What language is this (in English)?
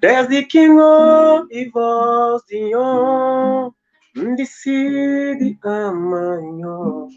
Kabuverdianu